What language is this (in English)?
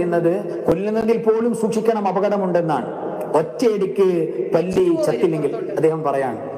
Malayalam